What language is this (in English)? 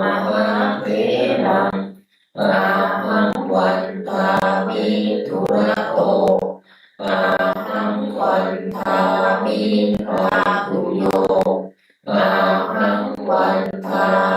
Pali